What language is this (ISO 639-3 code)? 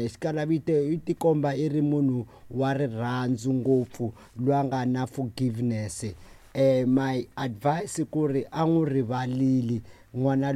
tso